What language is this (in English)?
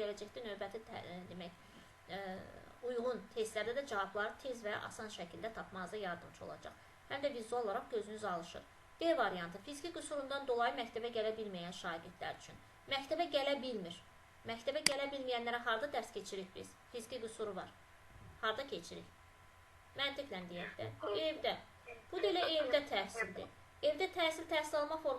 Azerbaijani